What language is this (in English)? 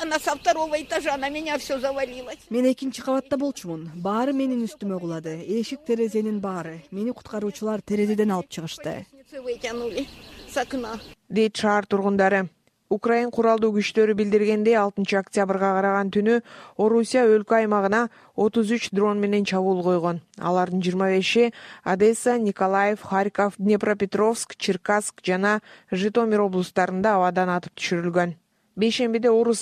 Kyrgyz